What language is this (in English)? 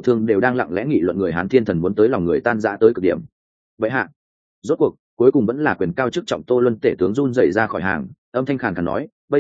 Vietnamese